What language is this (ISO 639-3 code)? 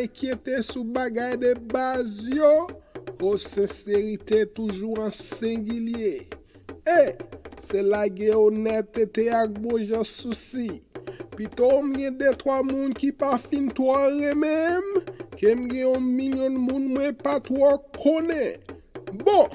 hat